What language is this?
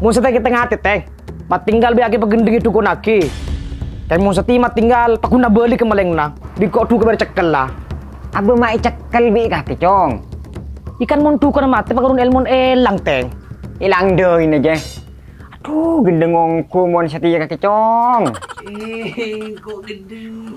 Madurese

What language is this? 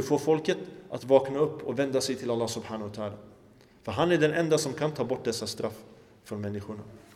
Swedish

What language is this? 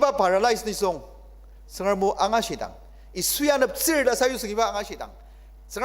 Ao Naga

